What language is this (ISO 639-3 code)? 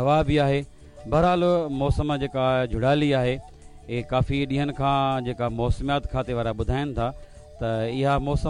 snd